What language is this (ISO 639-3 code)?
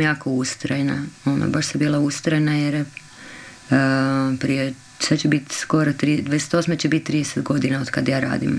hrv